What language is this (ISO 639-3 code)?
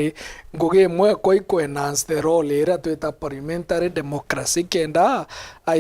mer